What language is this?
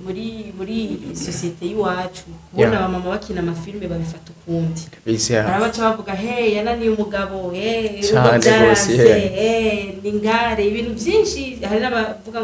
Rundi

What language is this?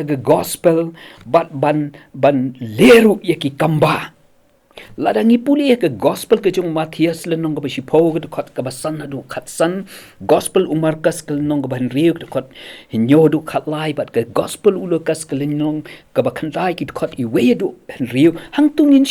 Khasi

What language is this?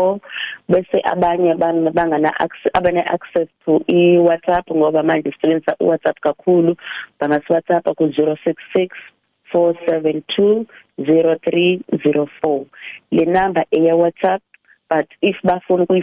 South Ndebele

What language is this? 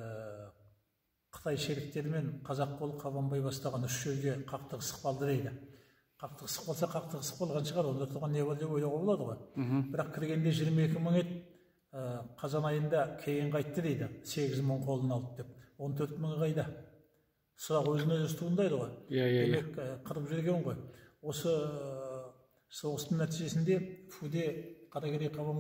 Kazakh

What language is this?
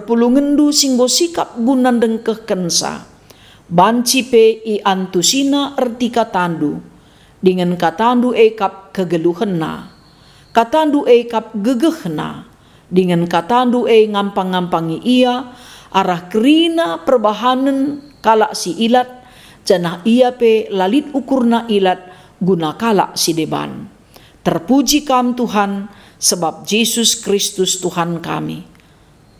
Batak Karo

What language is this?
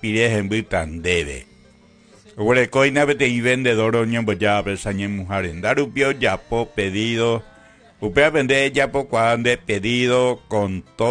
Guarani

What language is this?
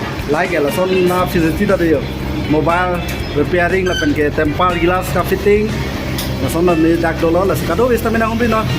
Karbi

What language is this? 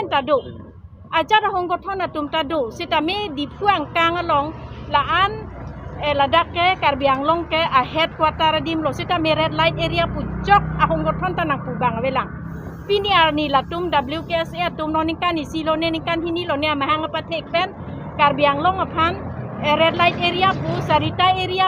Karbi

